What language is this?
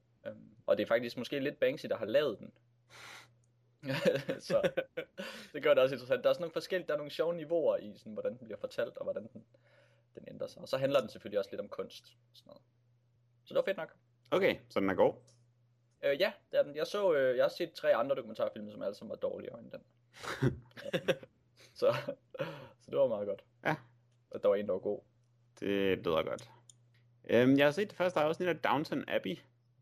Danish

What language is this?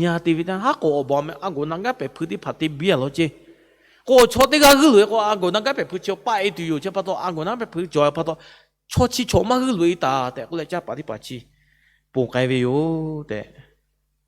Lahu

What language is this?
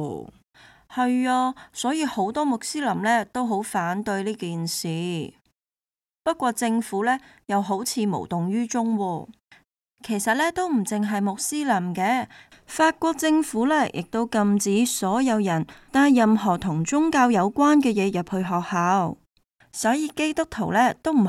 Cantonese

